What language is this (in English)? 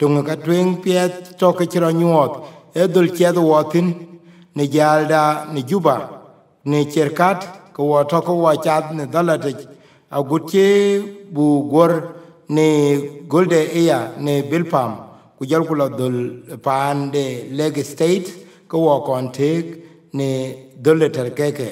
Dinka